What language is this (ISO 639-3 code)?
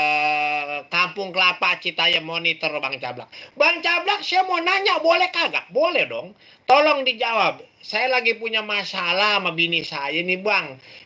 bew